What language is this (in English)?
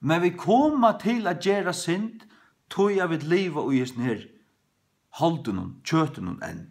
Faroese